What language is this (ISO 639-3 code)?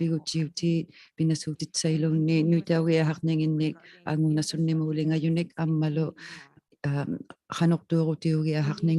iku